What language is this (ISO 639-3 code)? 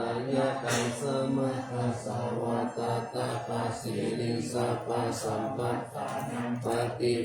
pli